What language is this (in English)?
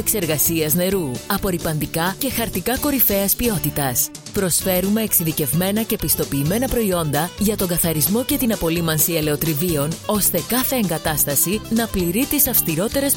Greek